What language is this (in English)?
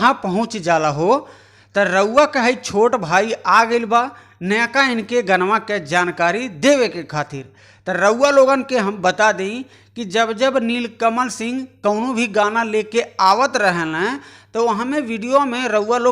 Bhojpuri